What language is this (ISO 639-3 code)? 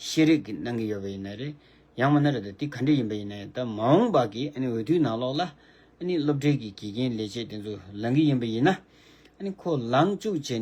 bod